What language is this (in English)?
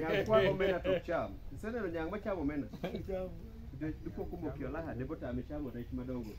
Luo (Kenya and Tanzania)